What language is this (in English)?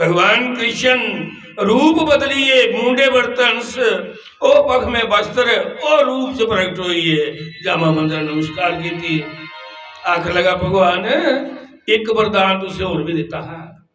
Dogri